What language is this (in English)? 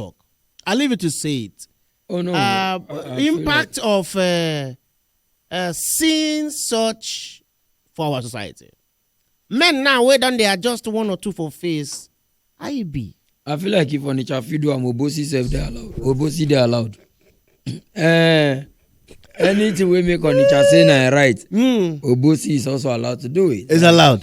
Nigerian Pidgin